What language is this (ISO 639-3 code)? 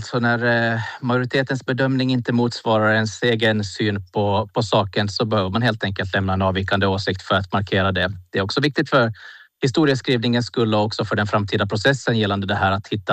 swe